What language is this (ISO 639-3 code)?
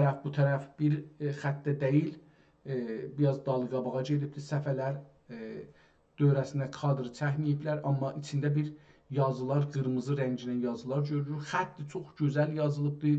azb